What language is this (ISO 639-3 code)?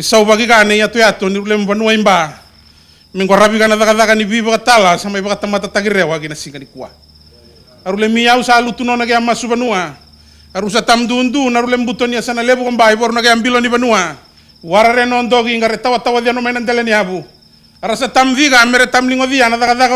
fij